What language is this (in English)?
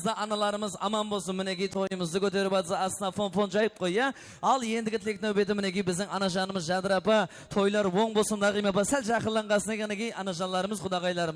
Kara-Kalpak